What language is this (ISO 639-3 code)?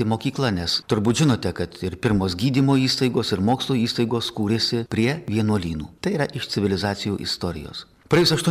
lit